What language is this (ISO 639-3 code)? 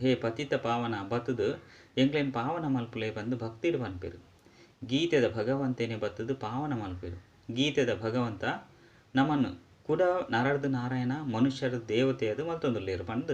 tcy